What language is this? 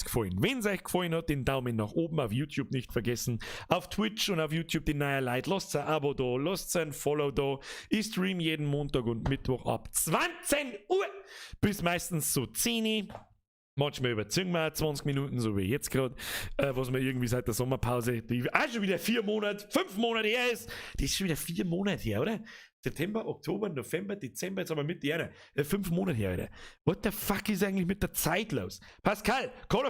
Bavarian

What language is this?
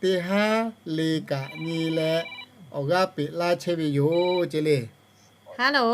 Lahu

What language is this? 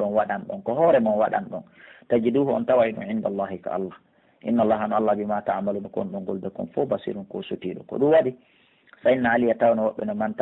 Pular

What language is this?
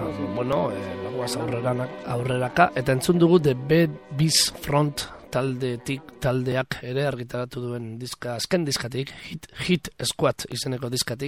Basque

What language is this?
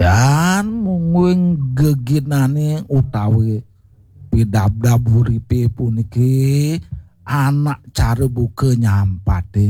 Balinese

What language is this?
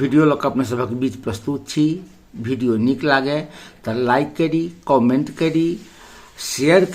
Maithili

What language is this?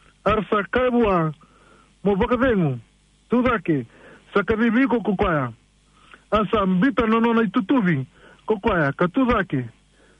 Fijian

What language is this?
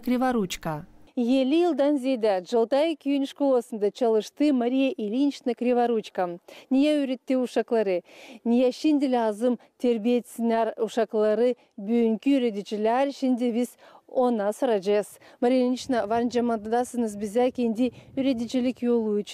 Gagauz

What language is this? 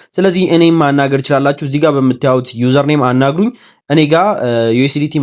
Amharic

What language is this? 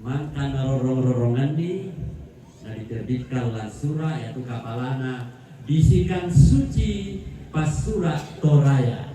Toraja-Sa'dan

